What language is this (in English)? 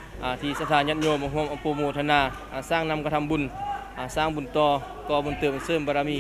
Lao